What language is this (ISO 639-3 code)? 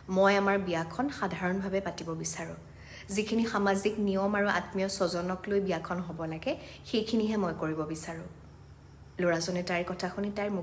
asm